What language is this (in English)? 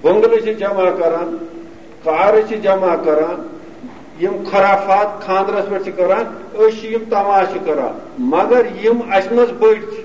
Kashmiri